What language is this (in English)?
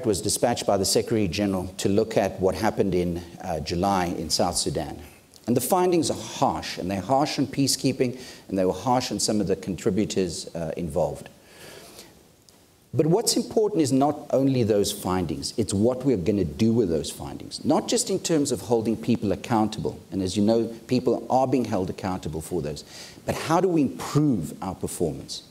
English